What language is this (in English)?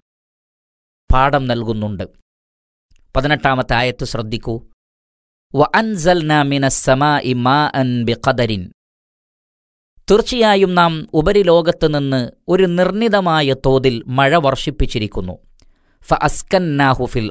Malayalam